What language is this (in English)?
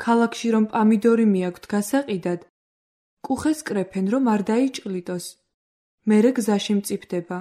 Georgian